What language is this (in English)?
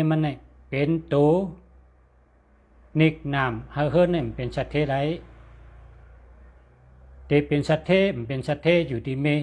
Shan